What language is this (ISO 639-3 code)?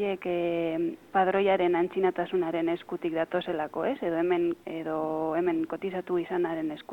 eus